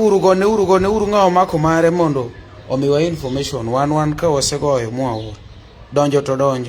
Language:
Luo (Kenya and Tanzania)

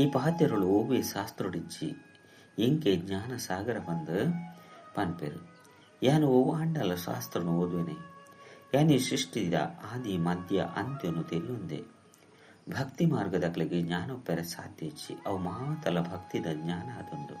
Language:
Tulu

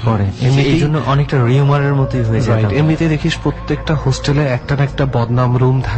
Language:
Bangla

